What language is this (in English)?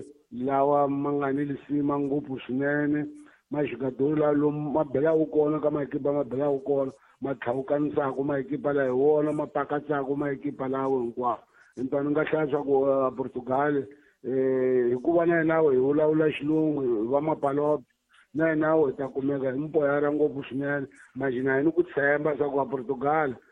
Tsonga